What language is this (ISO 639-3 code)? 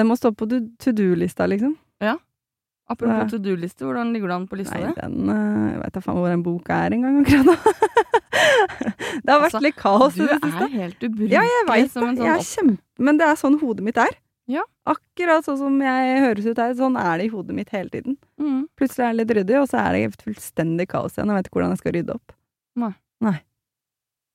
nor